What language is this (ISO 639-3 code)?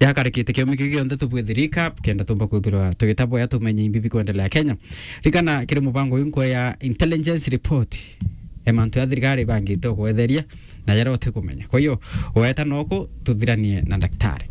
mer